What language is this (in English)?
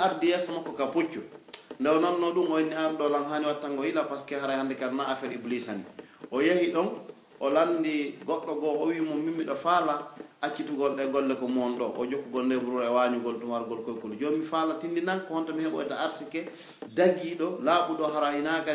Pular